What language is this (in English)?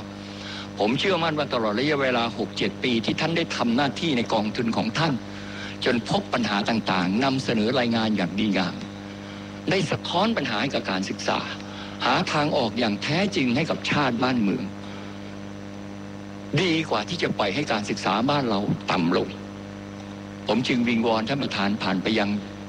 Thai